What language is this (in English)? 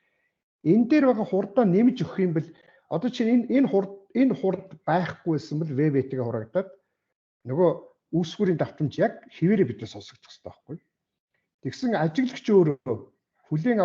Mongolian